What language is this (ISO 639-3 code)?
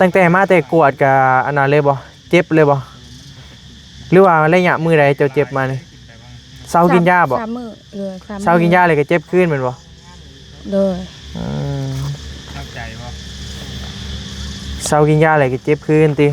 tts